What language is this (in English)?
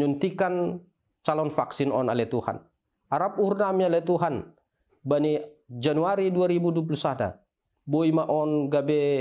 Batak Simalungun